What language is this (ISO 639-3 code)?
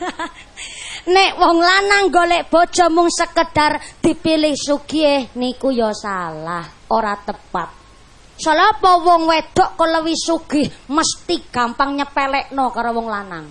jav